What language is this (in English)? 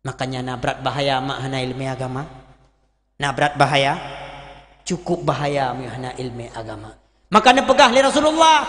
Achinese